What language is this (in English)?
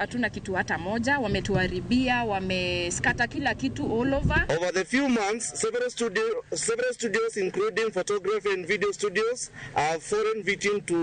Luo (Kenya and Tanzania)